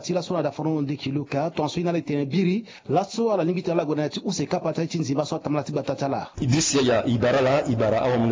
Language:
Sango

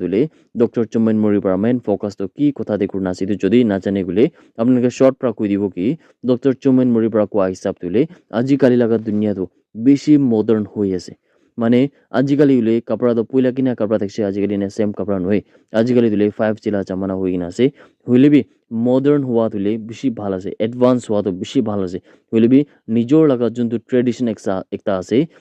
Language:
Naga Pidgin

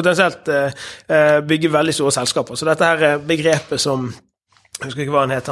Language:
Norwegian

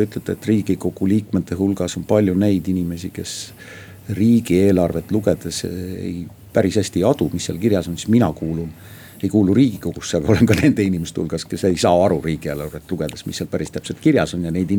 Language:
Estonian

